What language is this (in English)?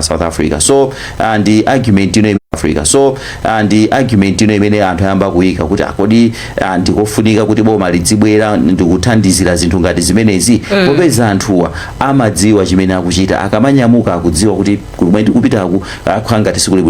Nyanja